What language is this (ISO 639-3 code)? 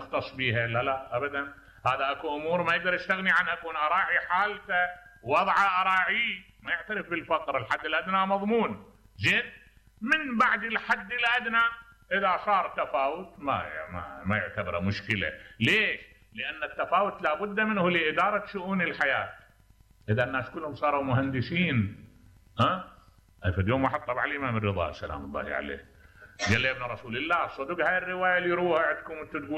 acm